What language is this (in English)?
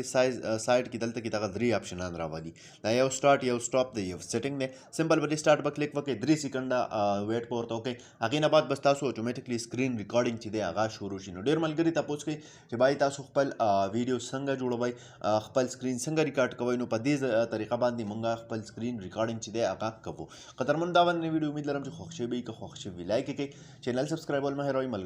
Pashto